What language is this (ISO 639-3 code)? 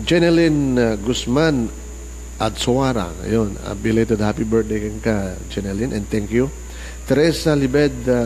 ilo